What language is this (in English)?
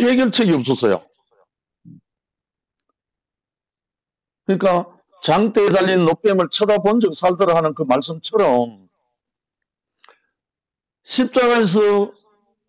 Korean